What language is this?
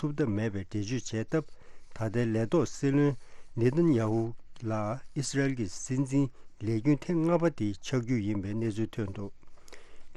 Tibetan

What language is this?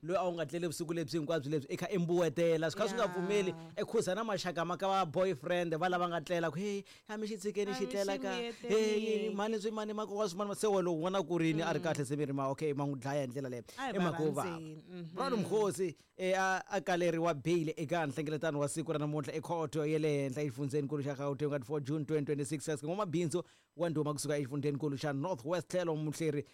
Tsonga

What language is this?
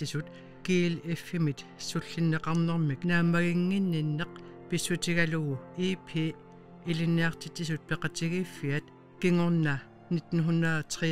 Kalaallisut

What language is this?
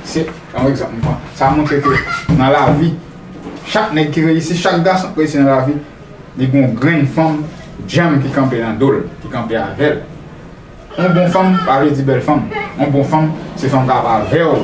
Haitian Creole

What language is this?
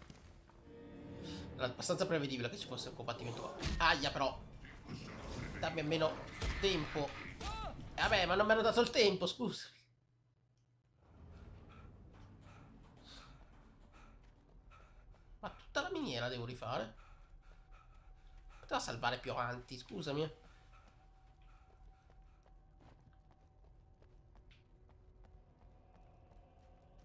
Italian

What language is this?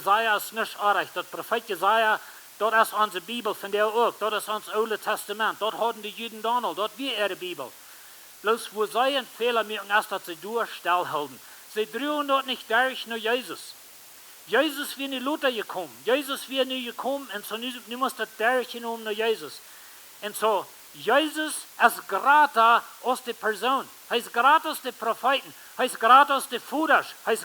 Plautdietsch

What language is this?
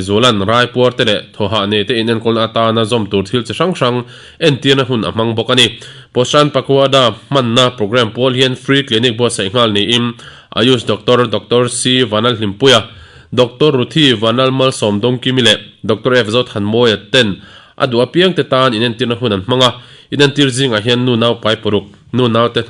Mizo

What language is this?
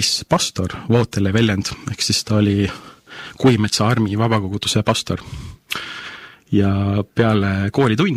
Estonian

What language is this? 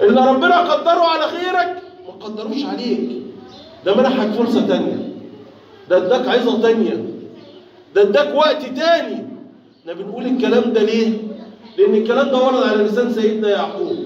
Egyptian Arabic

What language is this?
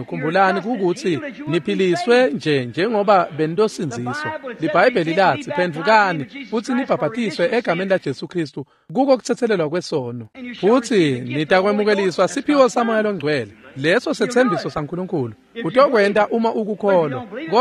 Swati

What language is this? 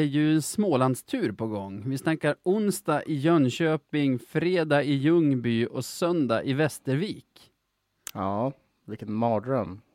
Swedish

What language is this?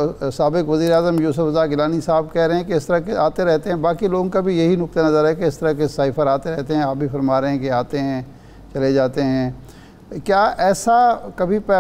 Urdu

